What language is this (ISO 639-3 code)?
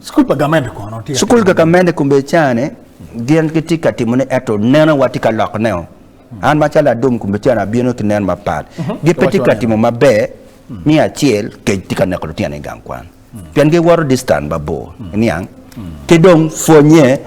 ach